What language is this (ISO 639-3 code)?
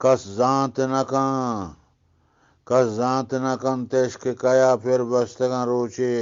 bgp